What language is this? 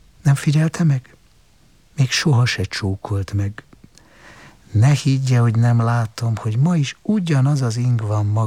Hungarian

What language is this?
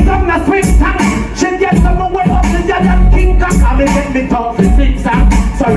Jamaican Creole English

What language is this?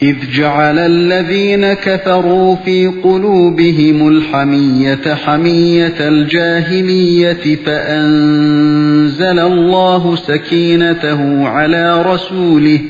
Uyghur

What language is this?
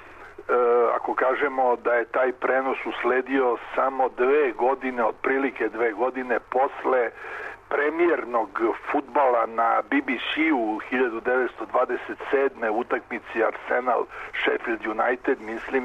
Serbian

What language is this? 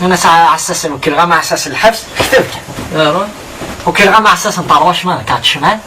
Kabyle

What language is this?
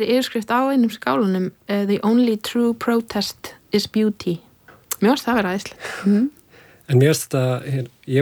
Icelandic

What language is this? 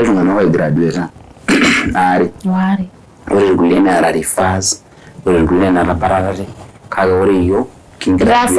Masai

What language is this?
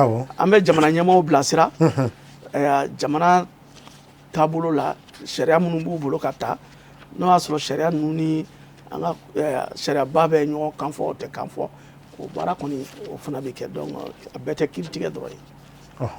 Bambara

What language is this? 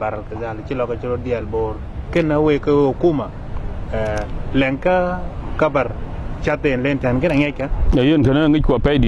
Dinka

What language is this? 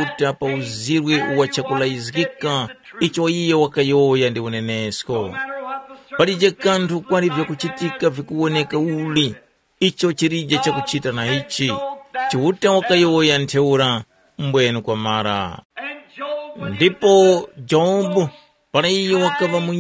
Tumbuka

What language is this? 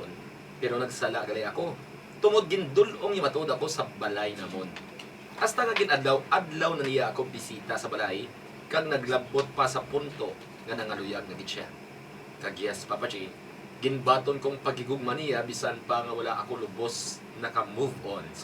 Hiligaynon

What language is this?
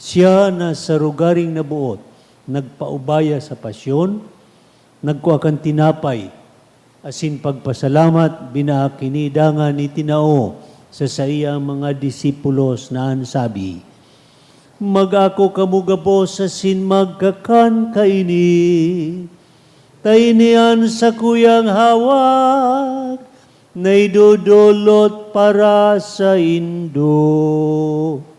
Bikol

